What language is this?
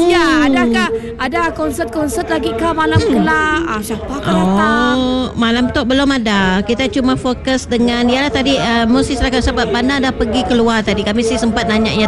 Malay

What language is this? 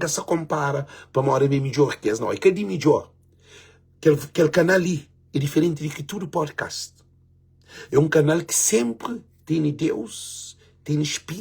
Kabuverdianu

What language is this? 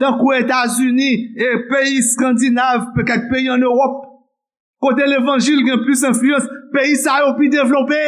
Haitian Creole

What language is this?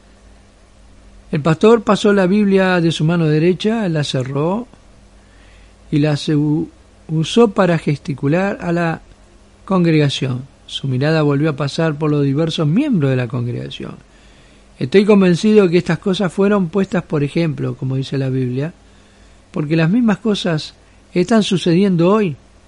Spanish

